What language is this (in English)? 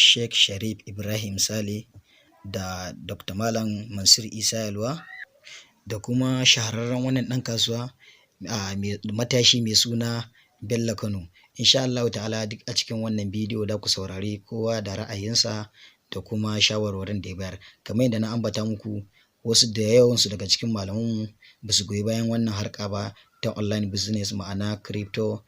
Hausa